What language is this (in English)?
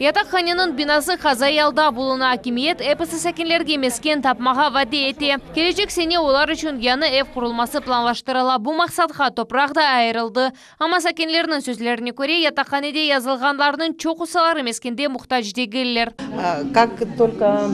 Crimean Tatar